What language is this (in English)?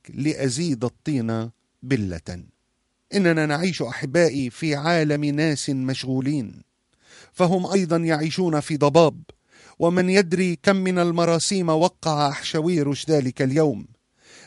Arabic